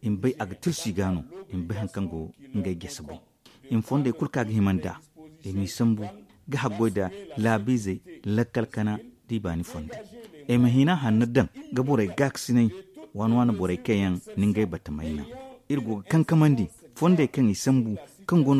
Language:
Zarma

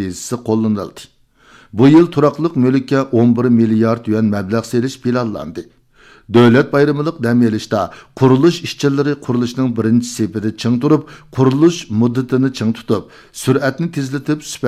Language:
Uyghur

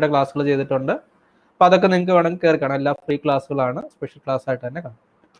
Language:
Malayalam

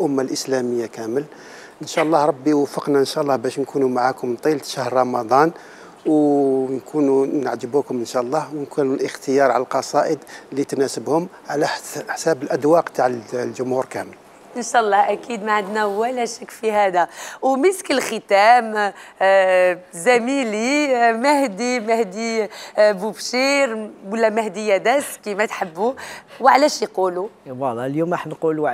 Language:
Algerian Arabic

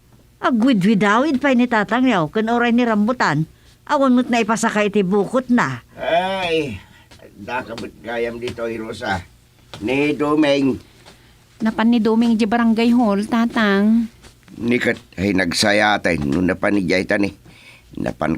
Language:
Iloko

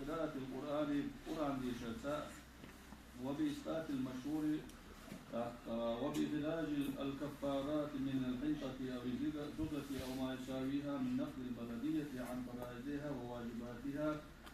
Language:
Chechen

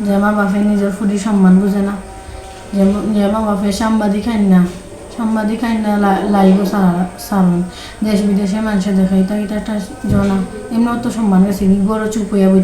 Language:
Sylheti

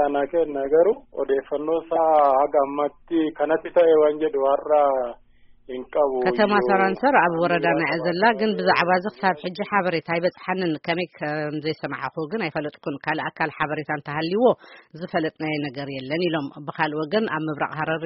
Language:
Tigrinya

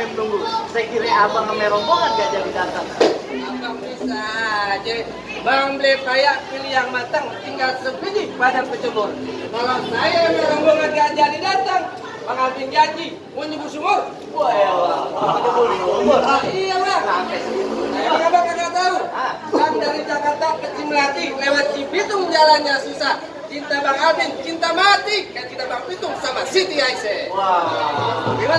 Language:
Betawi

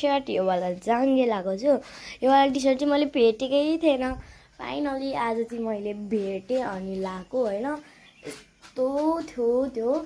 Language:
Nepali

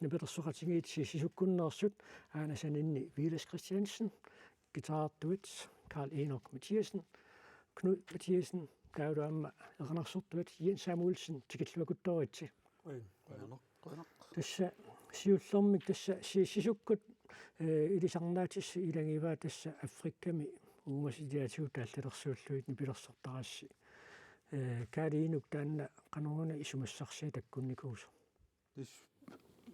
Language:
Kalaallisut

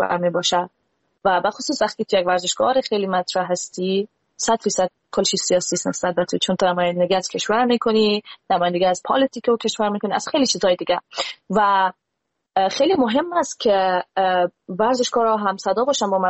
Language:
Persian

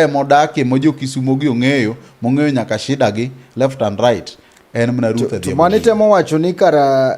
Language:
Luo (Kenya and Tanzania)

